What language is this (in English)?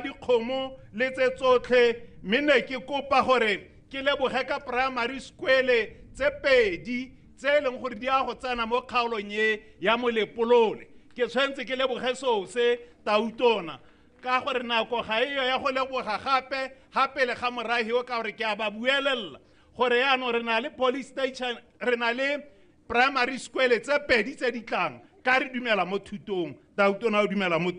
Tswana